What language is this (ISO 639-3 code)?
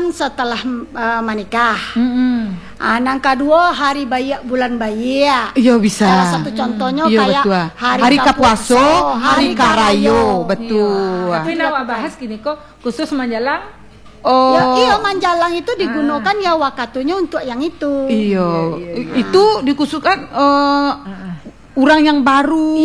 ind